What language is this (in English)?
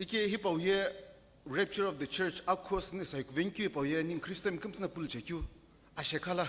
Sumi Naga